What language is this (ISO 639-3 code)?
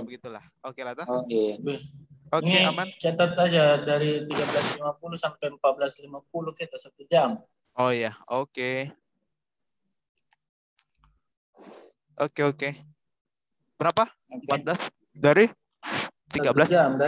ind